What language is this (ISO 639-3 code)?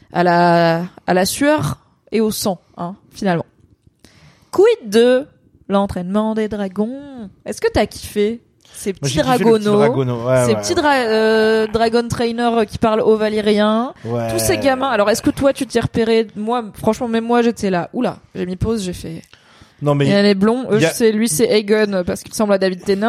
fra